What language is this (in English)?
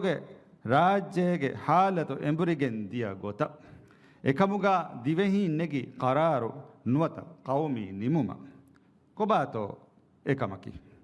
Divehi